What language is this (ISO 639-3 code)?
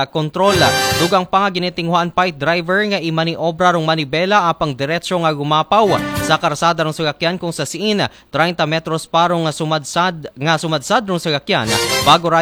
akl